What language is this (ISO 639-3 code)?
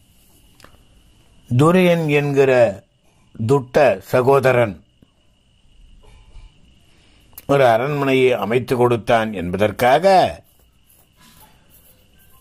tam